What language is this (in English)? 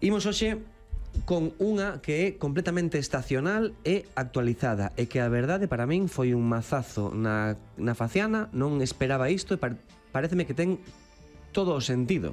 Galician